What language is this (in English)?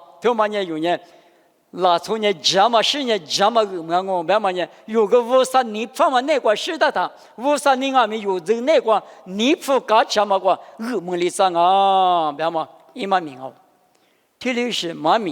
Lisu